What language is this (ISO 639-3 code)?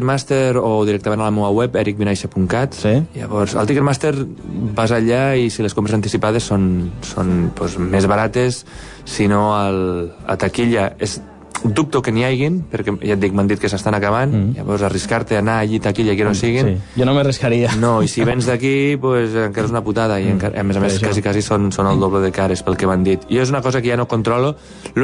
cat